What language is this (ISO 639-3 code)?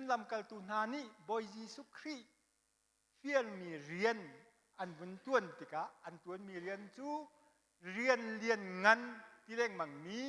cnh